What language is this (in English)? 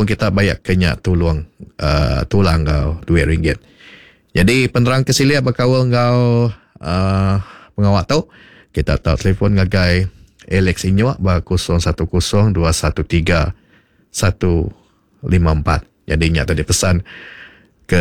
Iban